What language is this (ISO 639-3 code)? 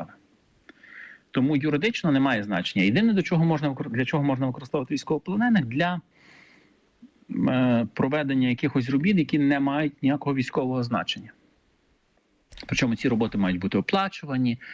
ukr